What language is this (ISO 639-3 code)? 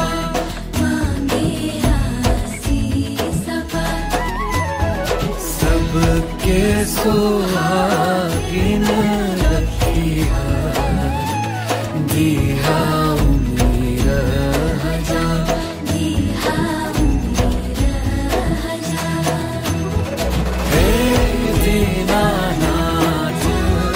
bho